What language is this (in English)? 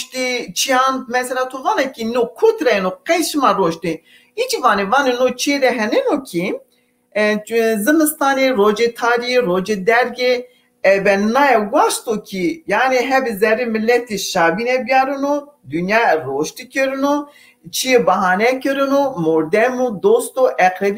Zaza